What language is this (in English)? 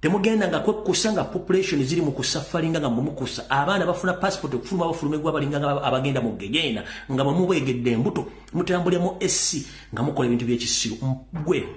Ganda